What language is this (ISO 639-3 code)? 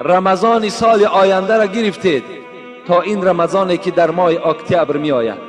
tgk